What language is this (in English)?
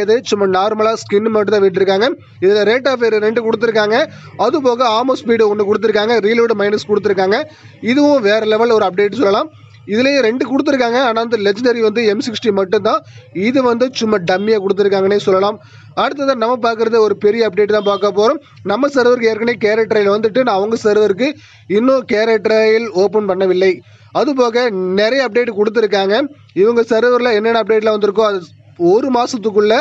Tamil